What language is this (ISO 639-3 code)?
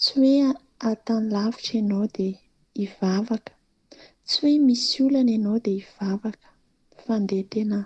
mlg